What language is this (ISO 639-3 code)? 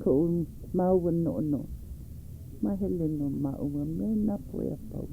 haw